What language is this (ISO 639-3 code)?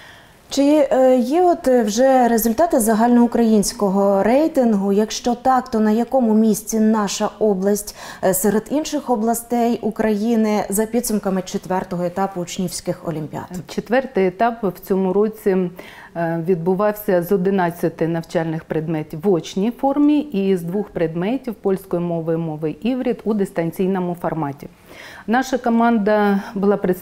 ukr